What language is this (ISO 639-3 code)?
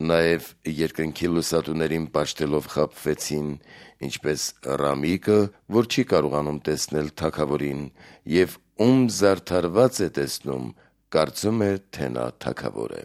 hye